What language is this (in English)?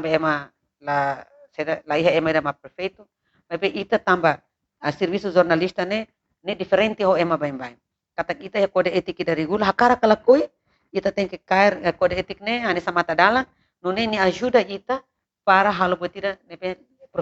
Tetum